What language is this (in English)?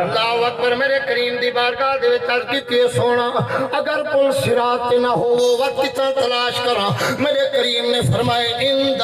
Saraiki